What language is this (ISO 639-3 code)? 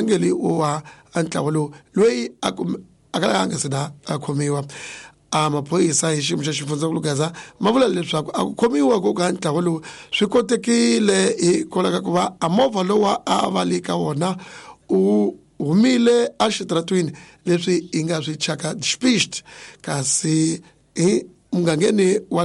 tso